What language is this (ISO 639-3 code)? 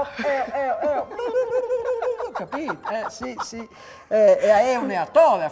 fur